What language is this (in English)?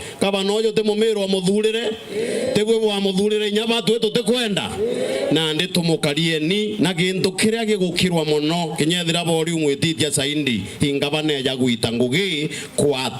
Meru